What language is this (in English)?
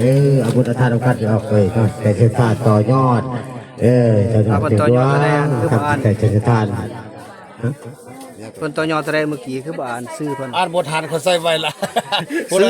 Northeastern Thai